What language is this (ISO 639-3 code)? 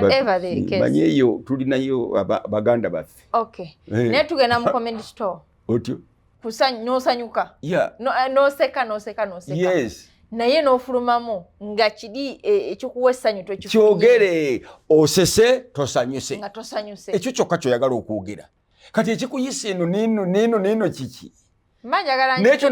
lug